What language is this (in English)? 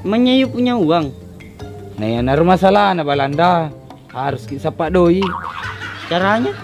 Buginese